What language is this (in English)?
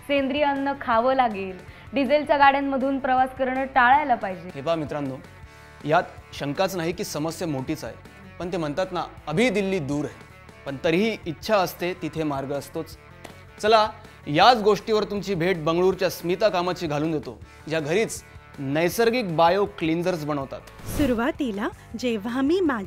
Marathi